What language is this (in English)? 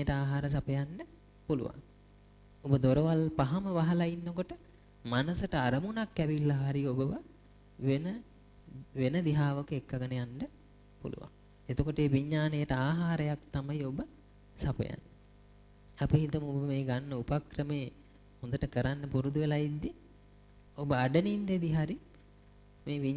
Sinhala